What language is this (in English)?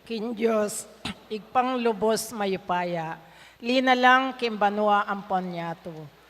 Pampanga